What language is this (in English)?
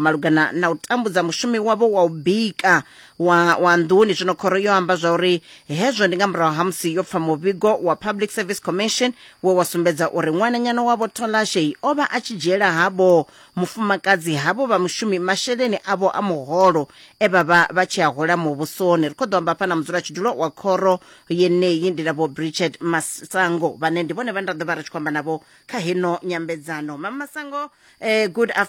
Venda